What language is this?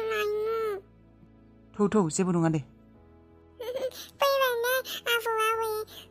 Bodo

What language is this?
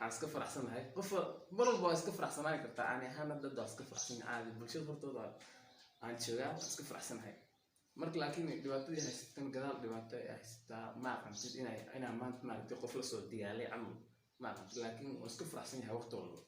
Somali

